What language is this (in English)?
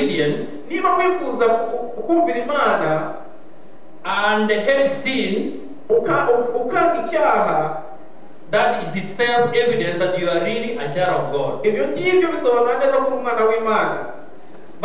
Kinyarwanda